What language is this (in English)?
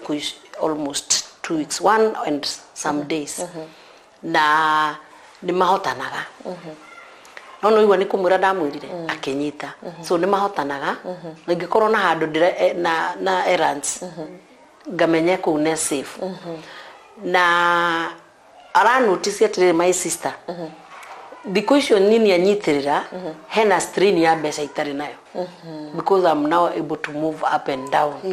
Kikuyu